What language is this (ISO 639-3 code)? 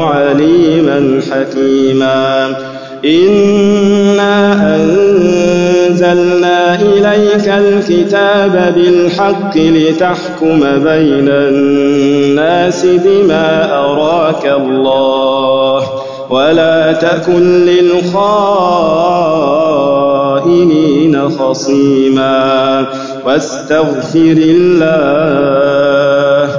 ara